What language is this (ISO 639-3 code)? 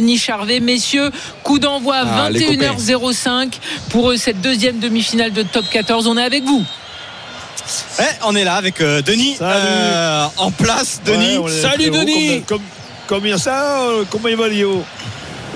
fra